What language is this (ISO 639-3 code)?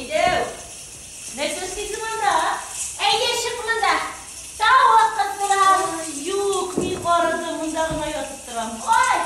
tat